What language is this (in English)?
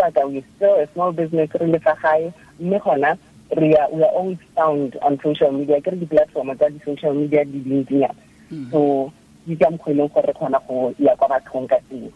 Tswana